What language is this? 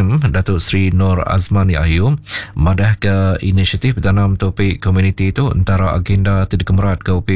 Iban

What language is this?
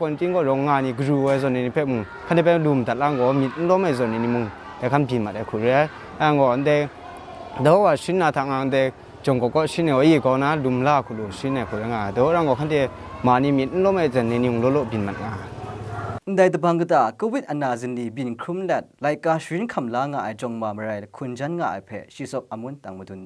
Kachin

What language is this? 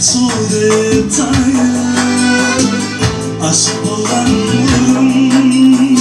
Kara-Kalpak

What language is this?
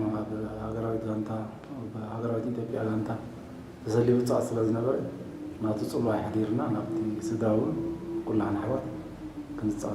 Tigrinya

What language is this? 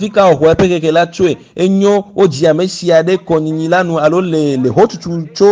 Ewe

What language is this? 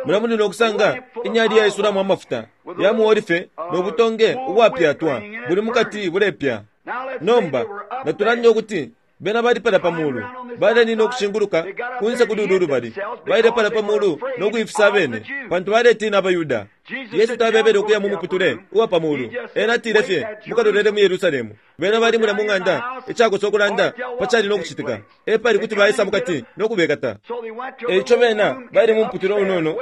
Bemba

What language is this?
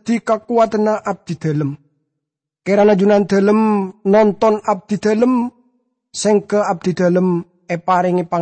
Madurese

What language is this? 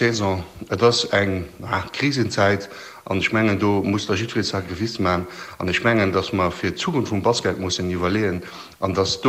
Luxembourgish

